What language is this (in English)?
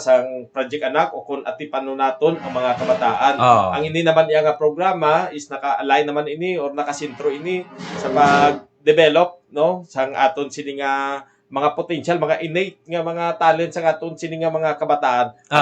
Hiligaynon